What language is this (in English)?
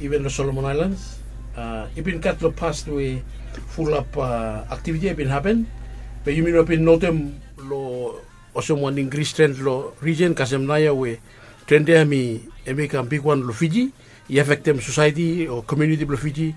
Bislama